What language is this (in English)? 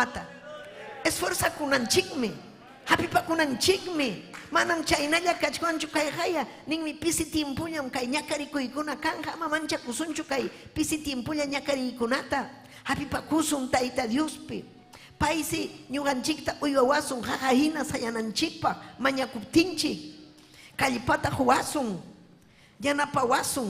Ayacucho Quechua